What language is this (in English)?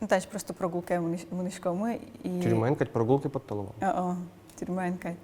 Udmurt